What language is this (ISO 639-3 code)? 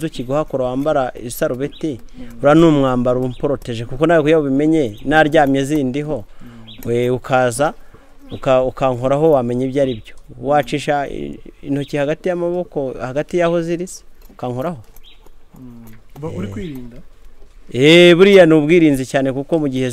kin